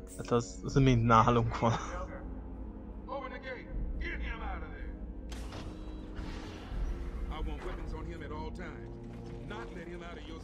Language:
Hungarian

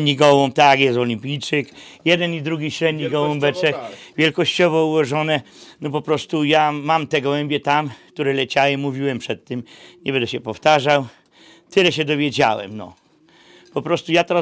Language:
Polish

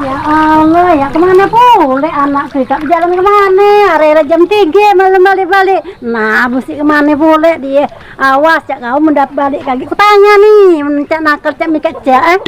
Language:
Musi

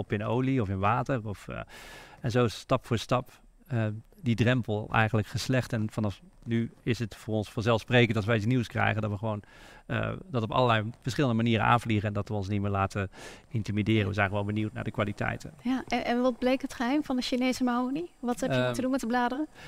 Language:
Dutch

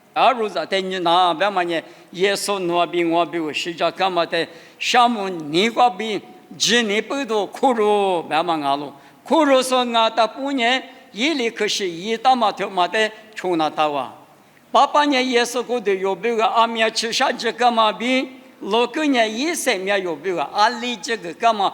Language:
Lisu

